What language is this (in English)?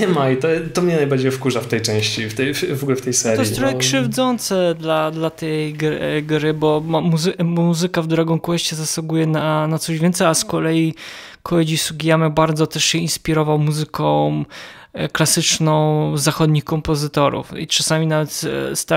Polish